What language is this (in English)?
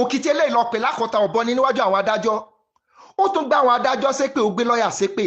Yoruba